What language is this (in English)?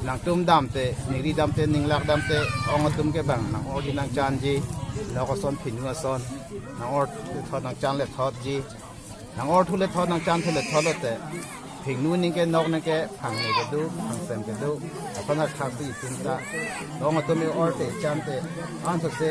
Karbi